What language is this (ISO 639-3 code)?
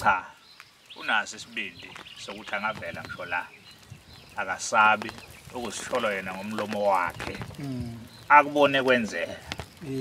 zul